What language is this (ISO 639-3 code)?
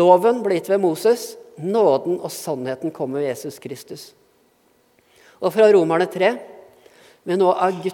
nor